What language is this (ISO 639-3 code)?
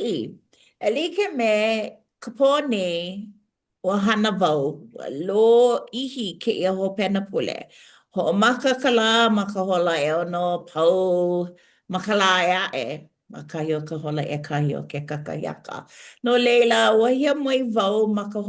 haw